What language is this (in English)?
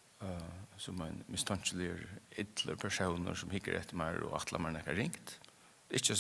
Faroese